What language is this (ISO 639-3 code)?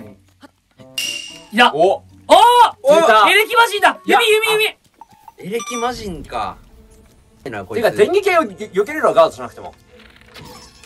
jpn